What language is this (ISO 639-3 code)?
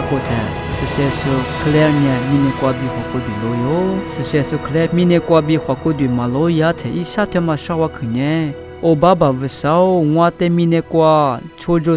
lis